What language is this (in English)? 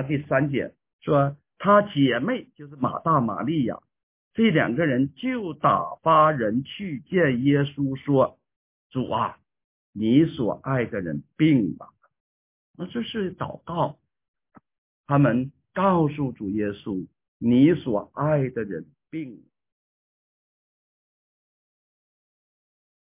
Chinese